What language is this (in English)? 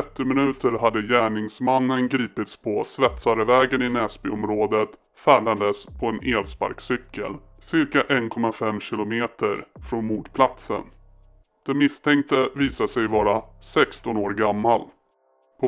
Swedish